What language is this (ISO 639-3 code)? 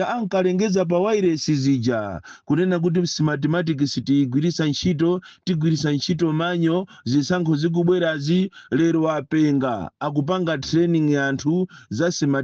nya